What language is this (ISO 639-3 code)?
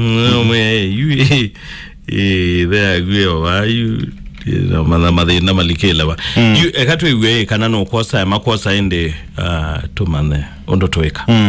kam